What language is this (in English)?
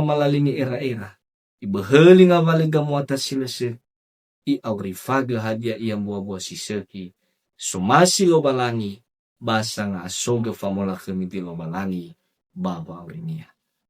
Nias